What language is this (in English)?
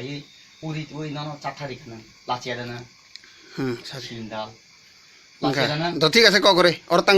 Kok Borok